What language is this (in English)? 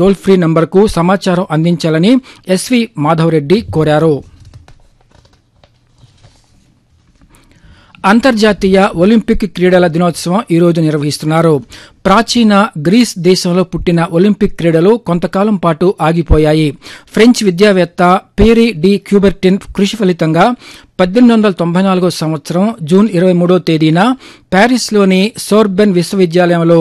Telugu